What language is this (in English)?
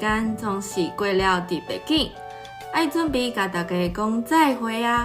Min Nan Chinese